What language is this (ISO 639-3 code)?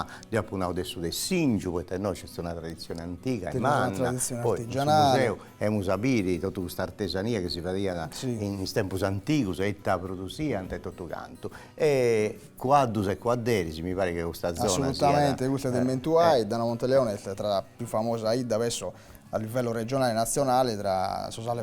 srd